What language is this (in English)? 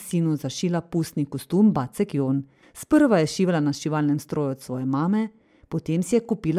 Slovenian